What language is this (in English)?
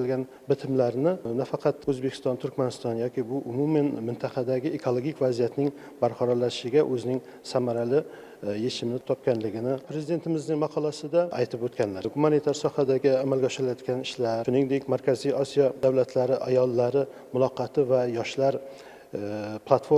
Uzbek